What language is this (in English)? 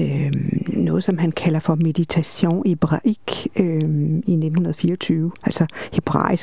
Danish